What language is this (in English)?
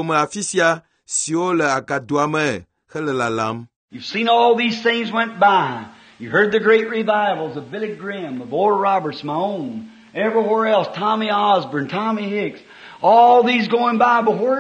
Ewe